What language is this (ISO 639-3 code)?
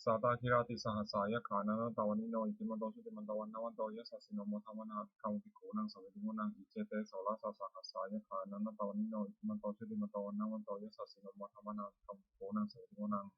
pli